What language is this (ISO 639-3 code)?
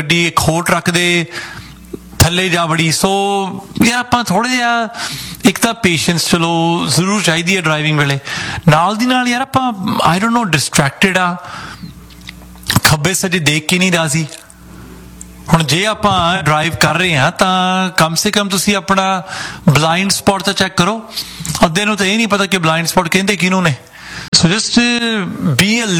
pan